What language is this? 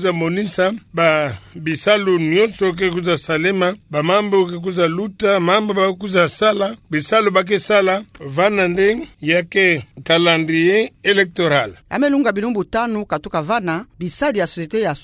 Kituba (Democratic Republic of Congo)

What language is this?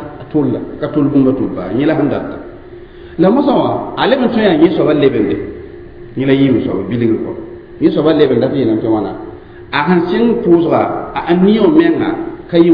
Mossi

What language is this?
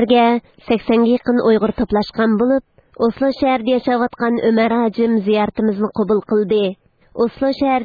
Uyghur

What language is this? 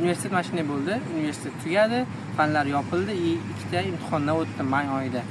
Uzbek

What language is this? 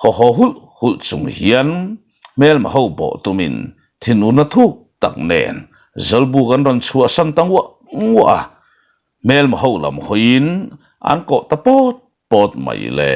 Mizo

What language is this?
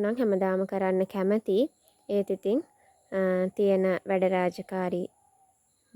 Sinhala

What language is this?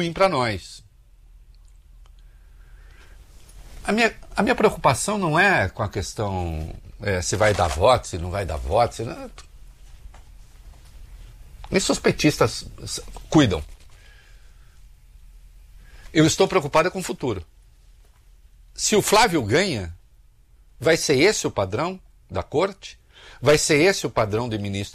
Portuguese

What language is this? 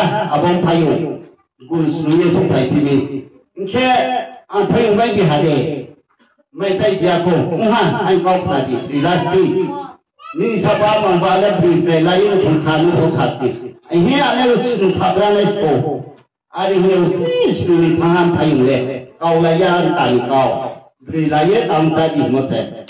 Riang (India)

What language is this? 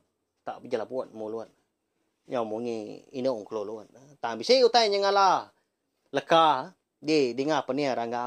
Iban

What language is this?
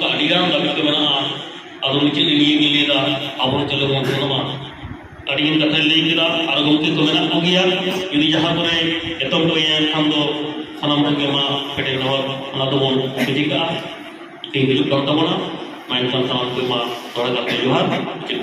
Santali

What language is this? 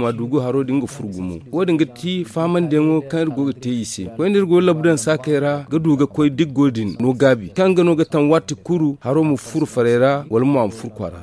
Zarma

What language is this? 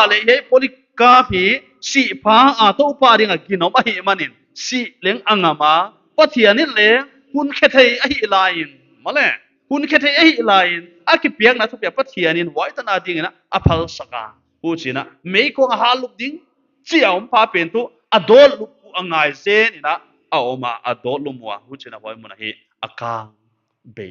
Paite Chin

